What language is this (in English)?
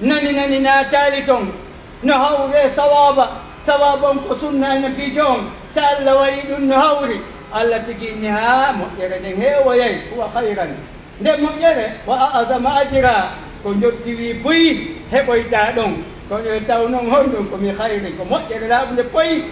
Pular